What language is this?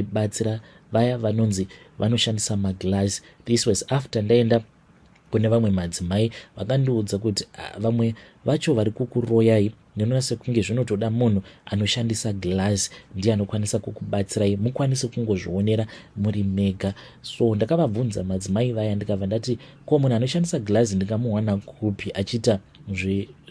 Shona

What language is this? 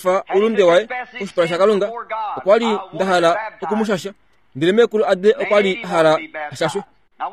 Kuanyama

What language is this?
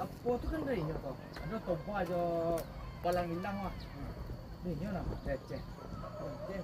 Minangkabau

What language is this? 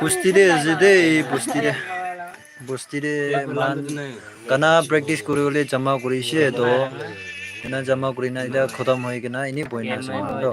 Naga Pidgin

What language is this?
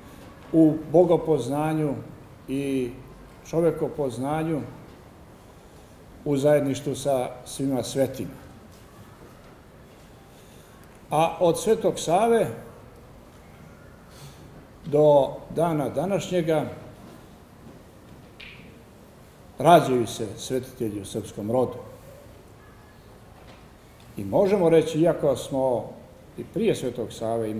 Serbian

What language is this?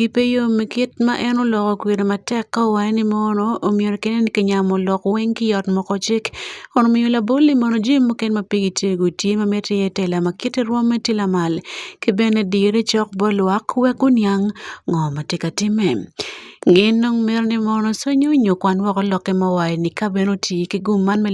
Acoli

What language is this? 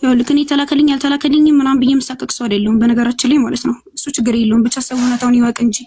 Amharic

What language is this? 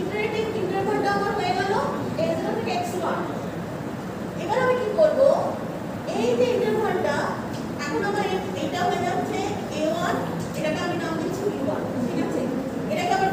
Bangla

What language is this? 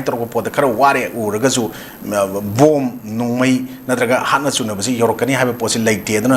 Manipuri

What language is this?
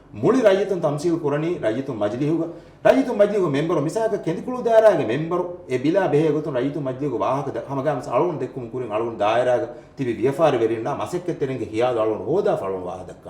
Divehi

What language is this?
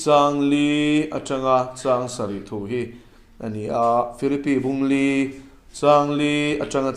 Mizo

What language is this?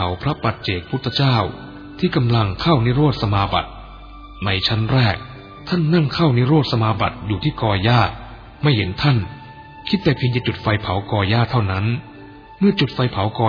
Thai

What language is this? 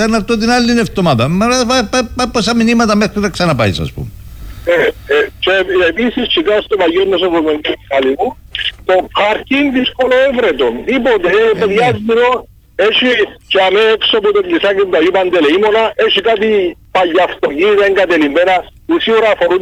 Greek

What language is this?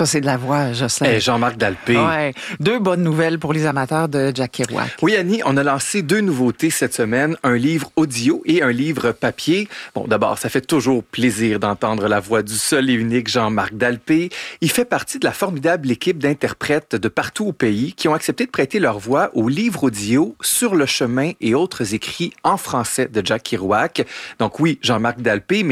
French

